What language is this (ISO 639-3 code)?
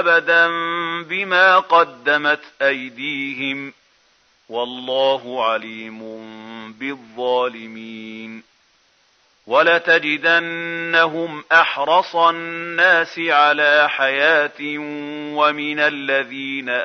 ara